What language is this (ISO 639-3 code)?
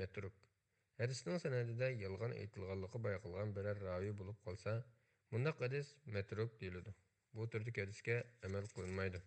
uig